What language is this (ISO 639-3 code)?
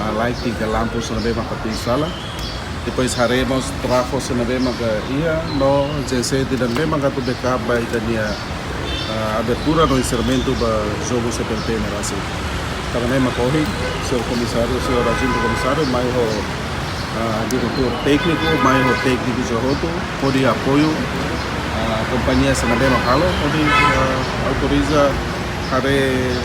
tet